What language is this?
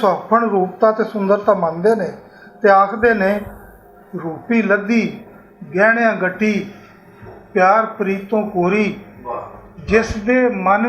Western Panjabi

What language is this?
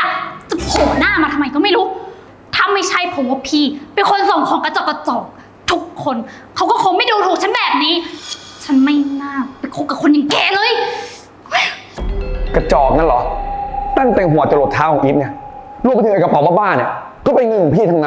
Thai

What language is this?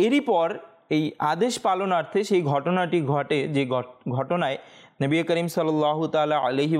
Bangla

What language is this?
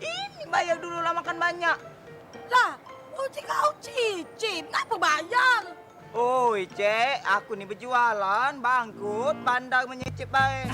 Musi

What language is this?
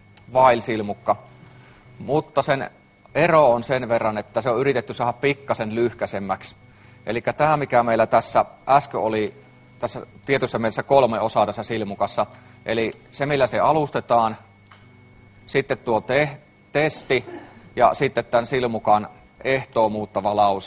Finnish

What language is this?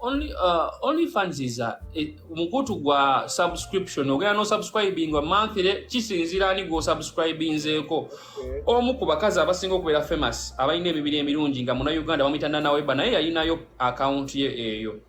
Ganda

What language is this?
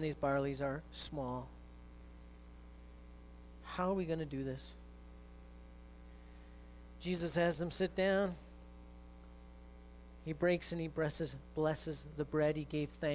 English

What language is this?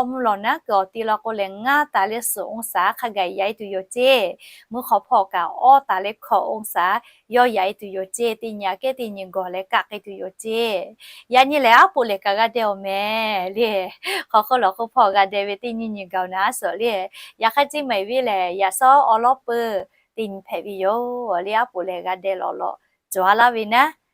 Lahu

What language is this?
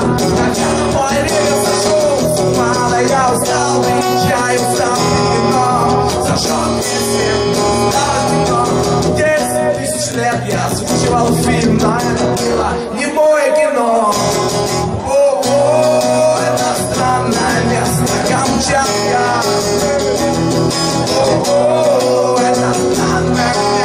Russian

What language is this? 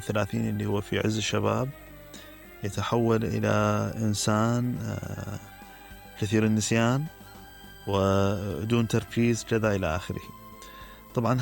Mesopotamian Arabic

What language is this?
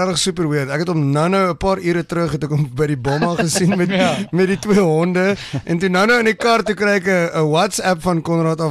Afrikaans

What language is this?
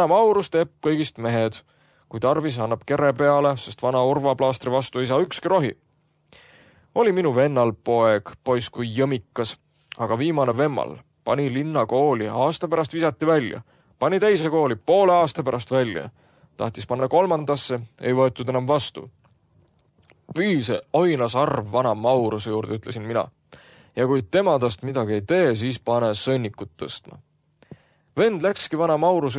Estonian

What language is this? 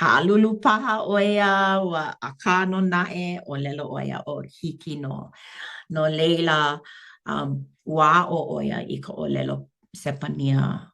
Hawaiian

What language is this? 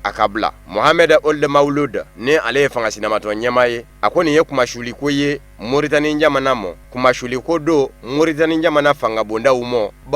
Bambara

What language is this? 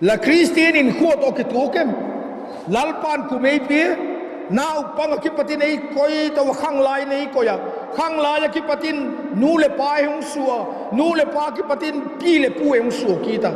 Vaiphei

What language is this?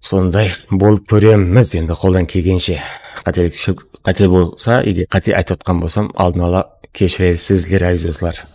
Kara-Kalpak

